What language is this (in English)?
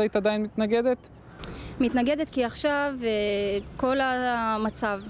Hebrew